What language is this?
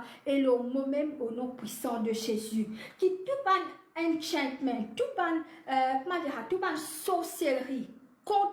Morisyen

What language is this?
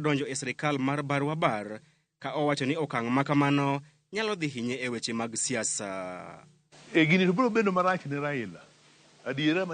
Luo (Kenya and Tanzania)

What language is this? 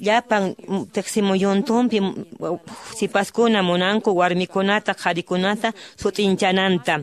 Quechua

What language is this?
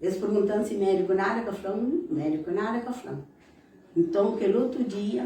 Kabuverdianu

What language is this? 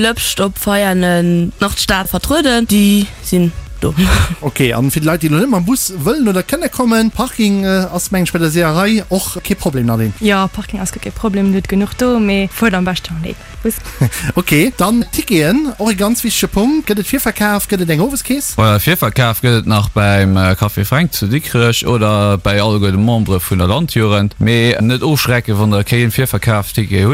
Luxembourgish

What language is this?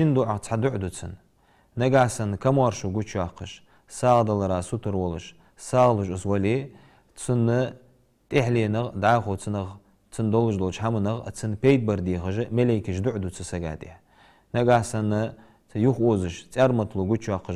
Ingush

